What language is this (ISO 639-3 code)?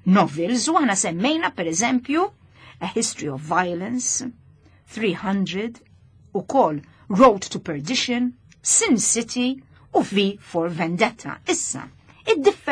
mlt